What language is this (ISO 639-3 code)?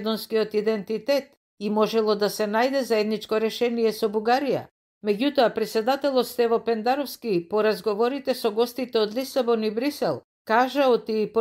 mkd